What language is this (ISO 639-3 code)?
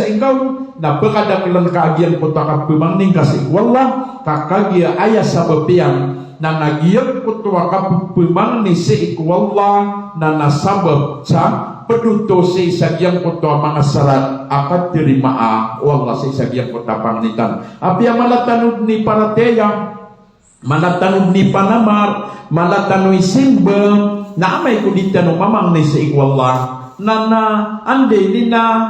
mrw